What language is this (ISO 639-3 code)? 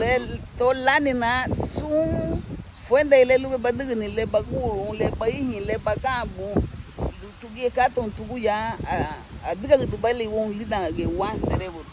cab